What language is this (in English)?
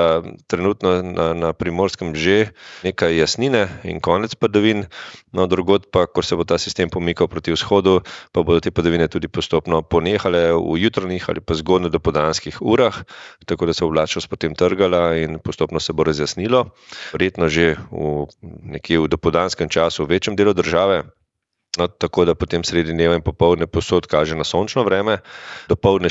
Slovenian